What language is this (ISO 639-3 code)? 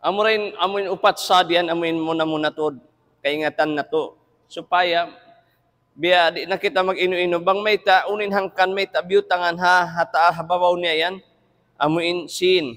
tsg